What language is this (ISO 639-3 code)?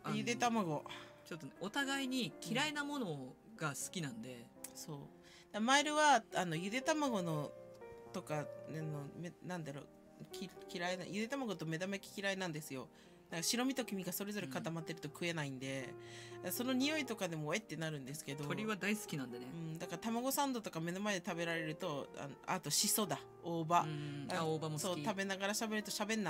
jpn